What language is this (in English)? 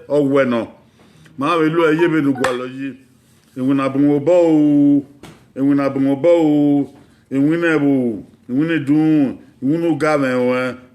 Bini